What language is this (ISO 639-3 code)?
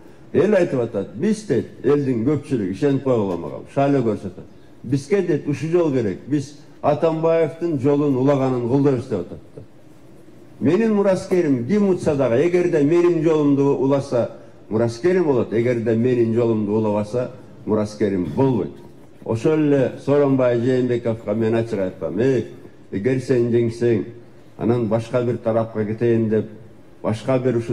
kir